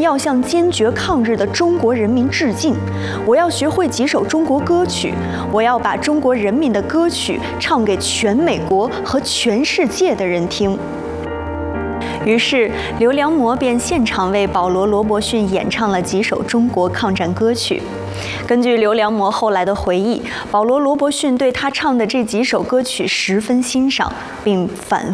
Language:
Chinese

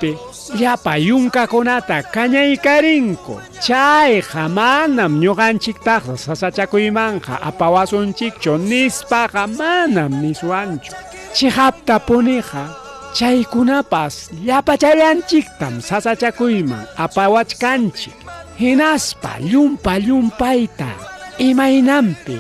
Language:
Ayacucho Quechua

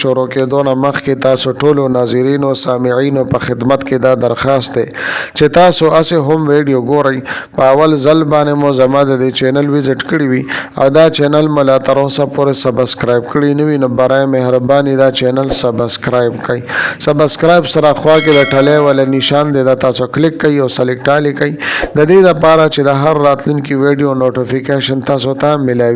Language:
Pashto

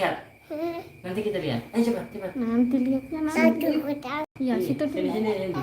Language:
Banjar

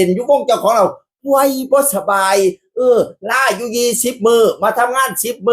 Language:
Northeastern Thai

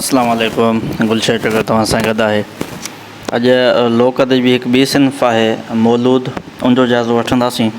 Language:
Sindhi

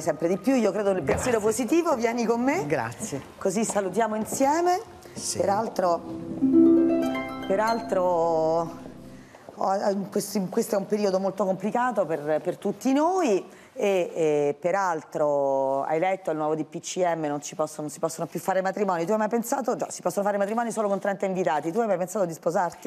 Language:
Italian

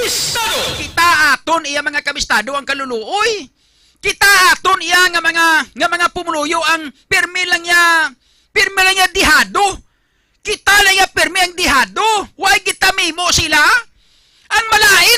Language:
Hiligaynon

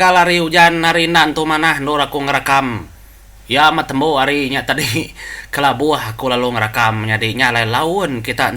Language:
Iban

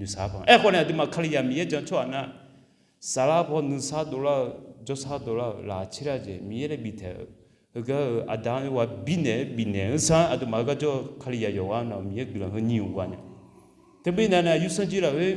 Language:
Akha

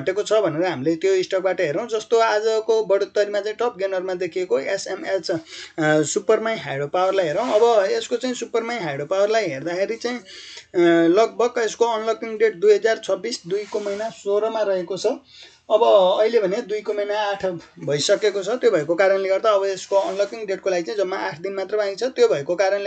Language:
Nepali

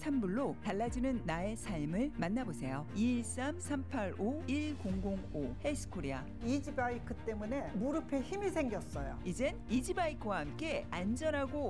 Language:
Korean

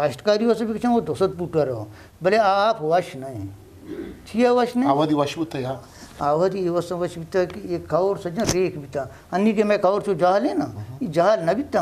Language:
Eastern Balochi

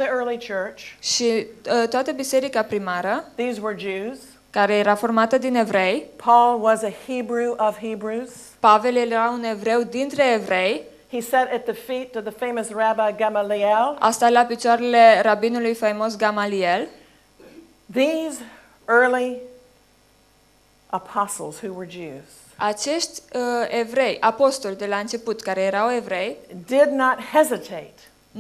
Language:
Romanian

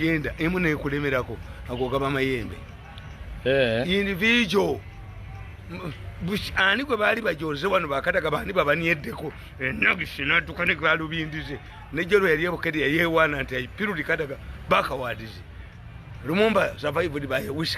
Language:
Ganda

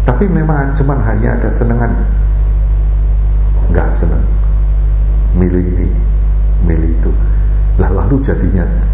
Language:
Indonesian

